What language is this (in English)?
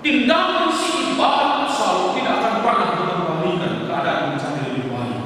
Batak Karo